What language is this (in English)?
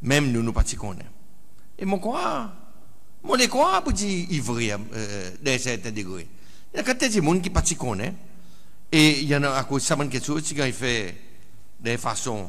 Seselwa Creole French